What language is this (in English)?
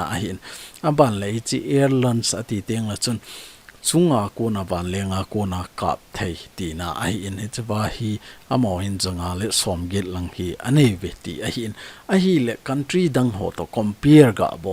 Thado Chin